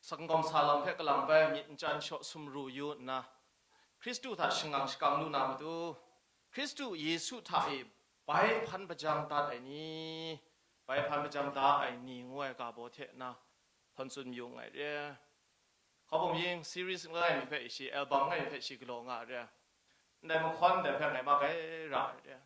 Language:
Kachin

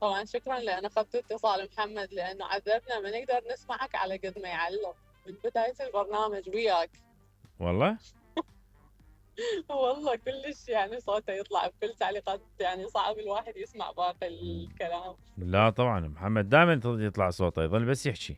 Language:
Mesopotamian Arabic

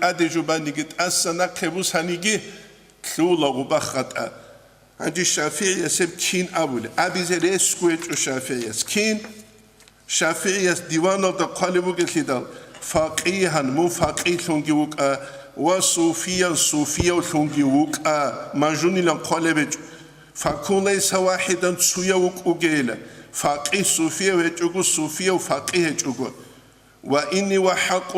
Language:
Avaric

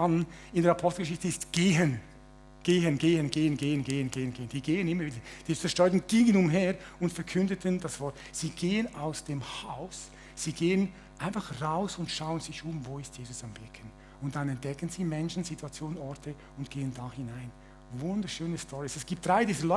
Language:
Swiss German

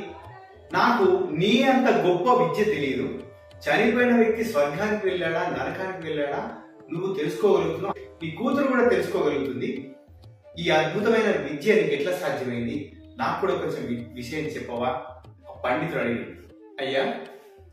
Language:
Telugu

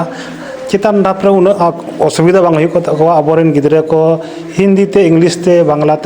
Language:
Santali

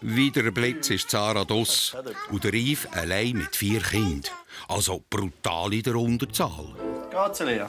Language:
Swiss German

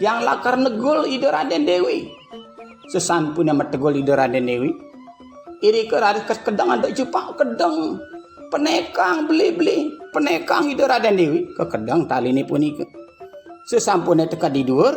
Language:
Balinese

